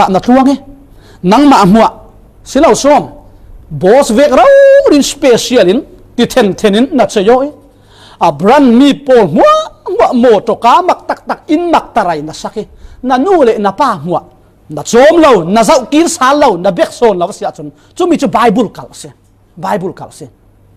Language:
Falam Chin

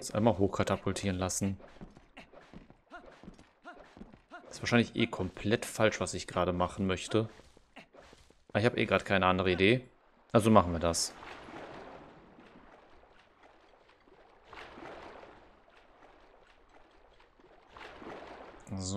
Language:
German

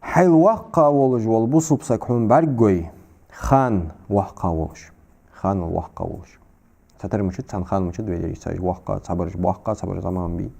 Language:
Ingush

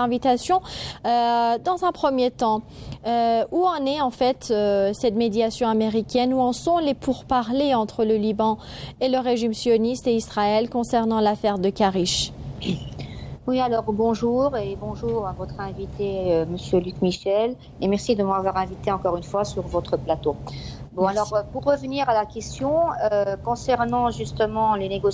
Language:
French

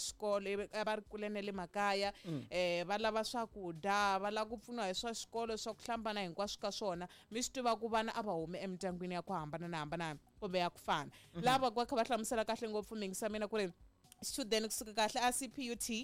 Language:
Tsonga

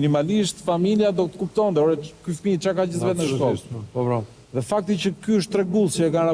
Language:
Albanian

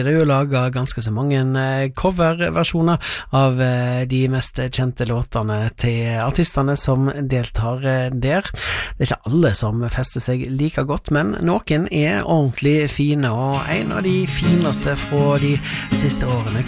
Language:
Norwegian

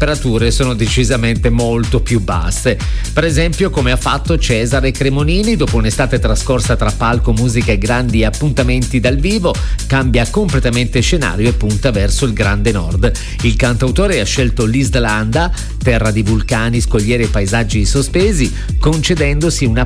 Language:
Italian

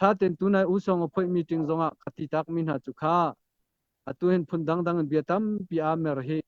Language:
Hakha Chin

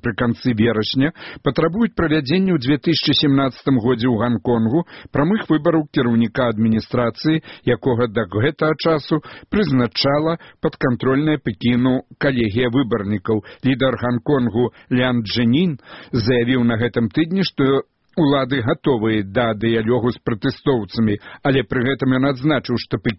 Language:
Belarusian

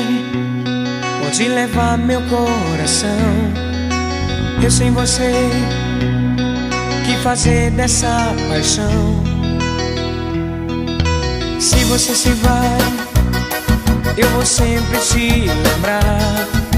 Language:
Portuguese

